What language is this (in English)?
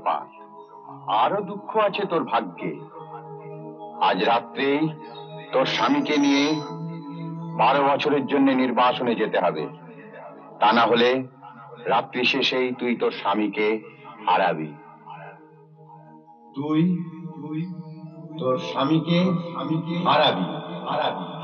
Bangla